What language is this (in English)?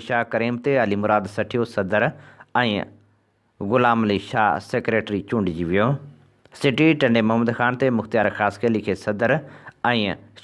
Sindhi